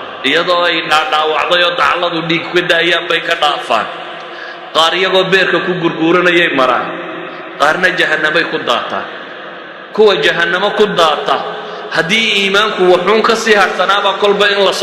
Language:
Somali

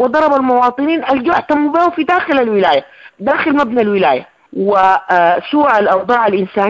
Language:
Sudanese Arabic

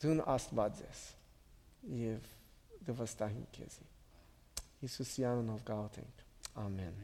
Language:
Western Armenian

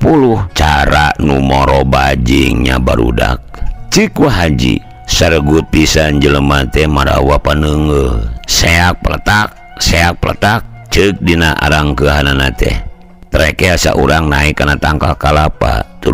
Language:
Sundanese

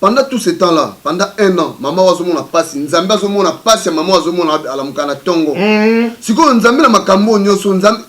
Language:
Lingala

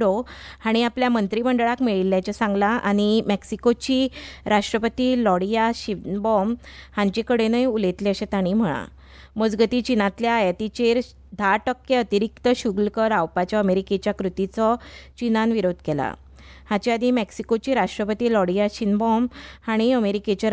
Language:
Konkani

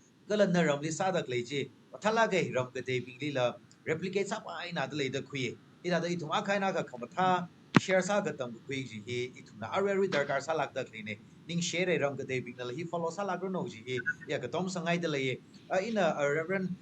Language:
Tangkhul Naga (India)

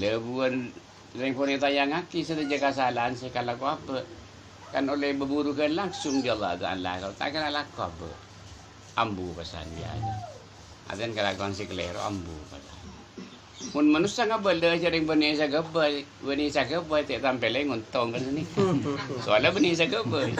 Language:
Madurese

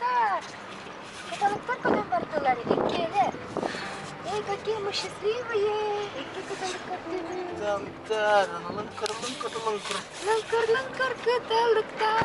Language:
Yakut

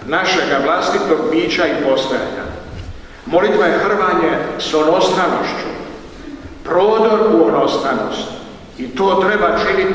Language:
Croatian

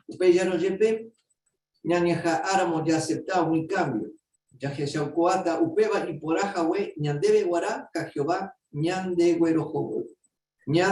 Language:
Guarani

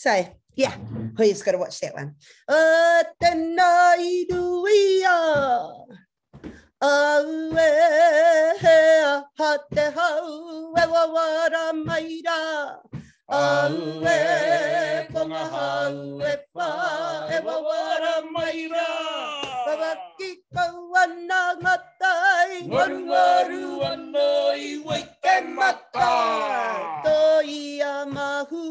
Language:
Māori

